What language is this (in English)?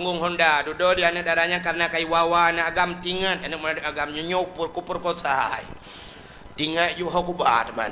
Achinese